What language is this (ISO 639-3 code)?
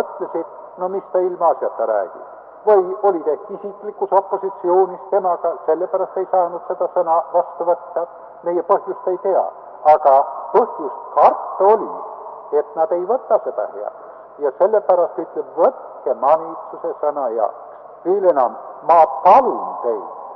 est